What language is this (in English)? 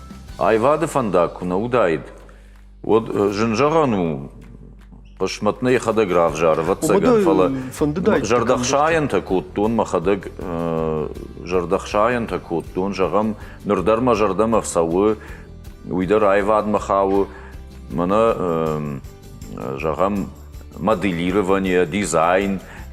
Ossetic